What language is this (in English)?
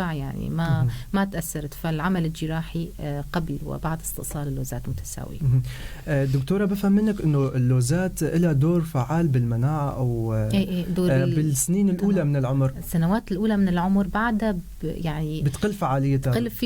North Levantine Arabic